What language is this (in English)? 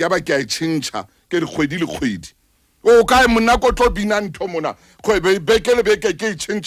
Southern Sotho